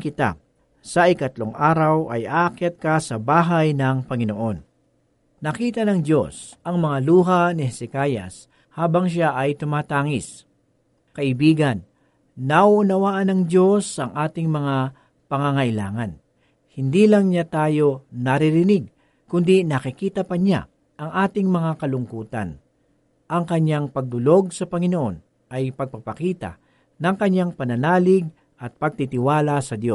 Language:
Filipino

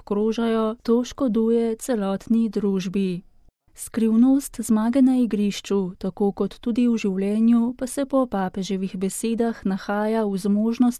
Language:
Slovenian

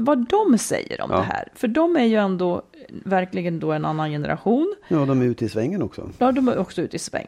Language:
Swedish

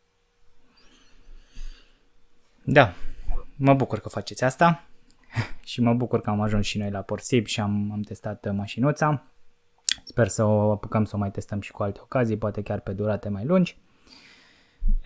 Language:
Romanian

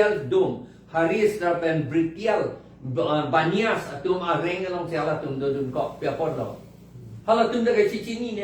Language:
Karbi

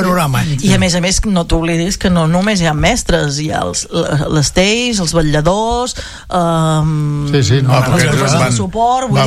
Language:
Catalan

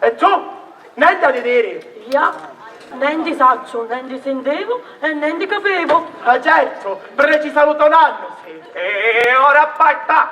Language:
Sicilian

